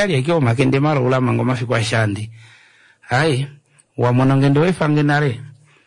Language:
Kuanyama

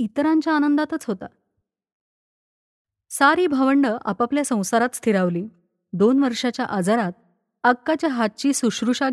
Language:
Marathi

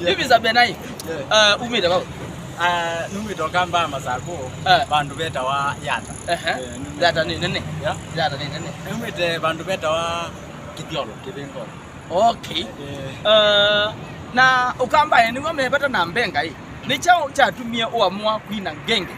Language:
Kamba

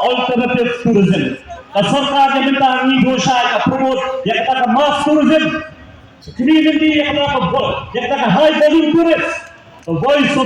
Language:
Khasi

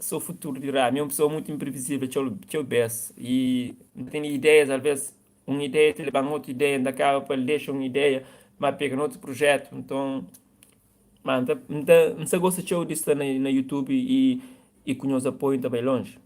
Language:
Kabuverdianu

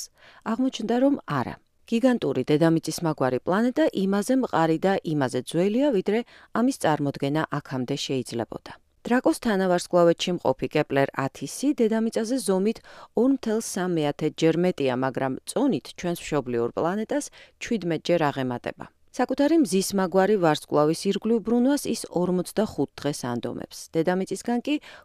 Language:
Georgian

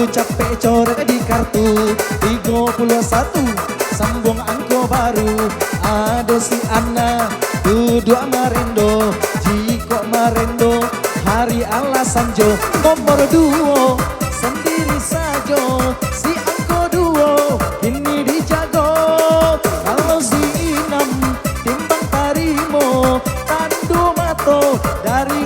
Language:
Minangkabau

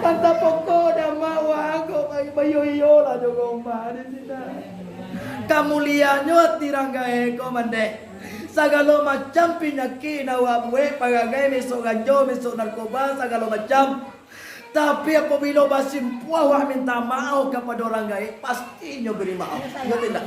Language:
Minangkabau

